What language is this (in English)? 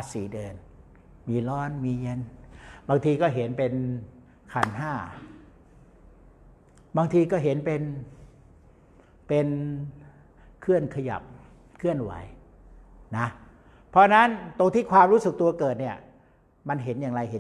Thai